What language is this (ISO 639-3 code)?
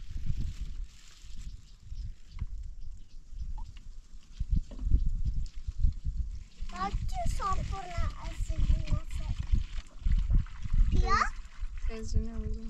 fas